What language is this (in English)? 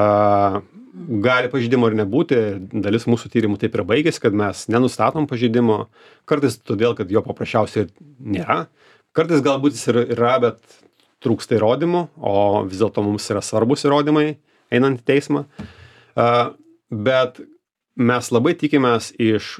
Lithuanian